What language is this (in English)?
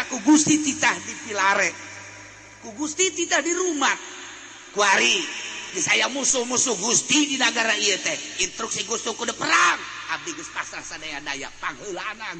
Sundanese